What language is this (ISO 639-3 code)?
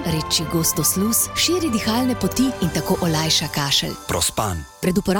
slv